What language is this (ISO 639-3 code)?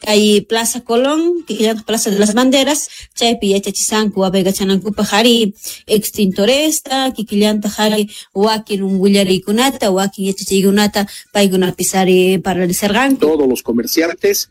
quh